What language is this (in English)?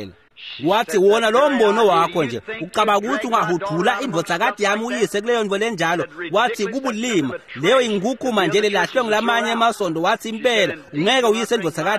Swati